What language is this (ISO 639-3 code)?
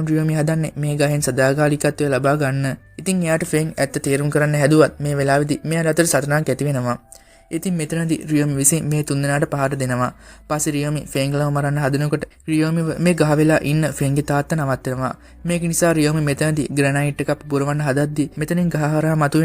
sin